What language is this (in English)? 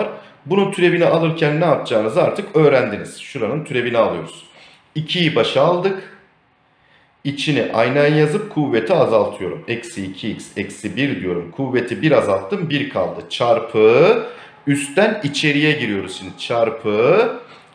Turkish